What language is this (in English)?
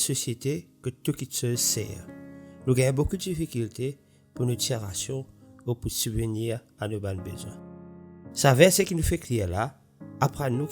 Morisyen